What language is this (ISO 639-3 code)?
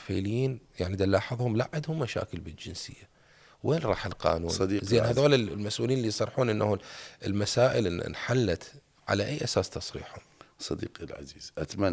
acm